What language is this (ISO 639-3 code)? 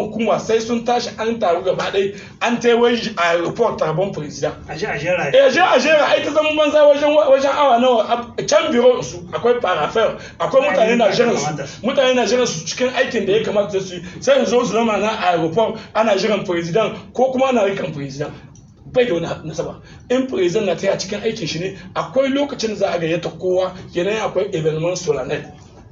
hau